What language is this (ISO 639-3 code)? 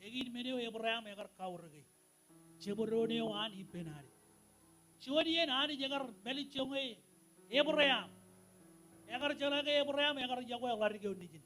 mah